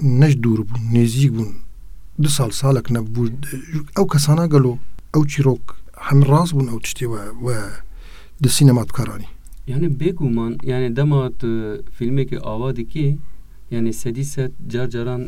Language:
Kurdish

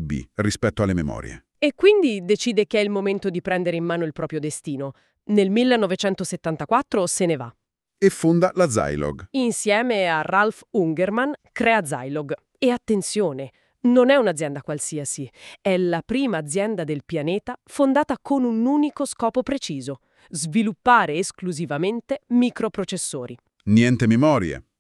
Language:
Italian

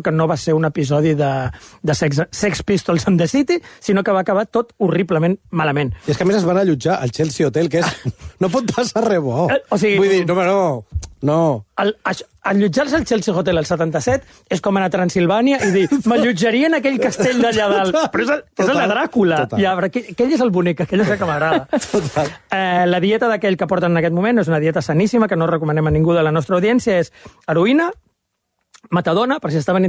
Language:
Catalan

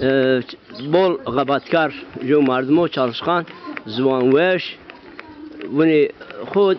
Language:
Zaza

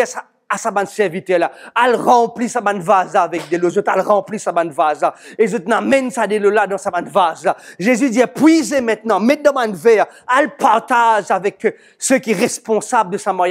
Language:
Morisyen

